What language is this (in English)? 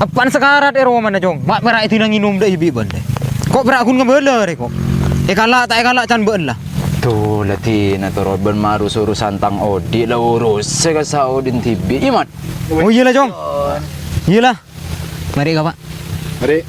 Madurese